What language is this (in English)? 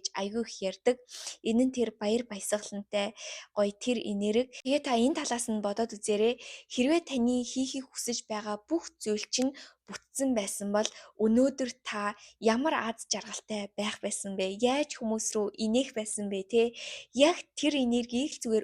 Mongolian